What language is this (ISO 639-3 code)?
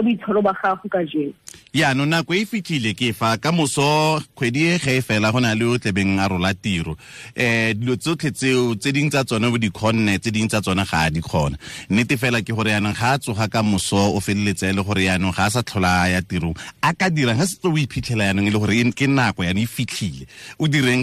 tsn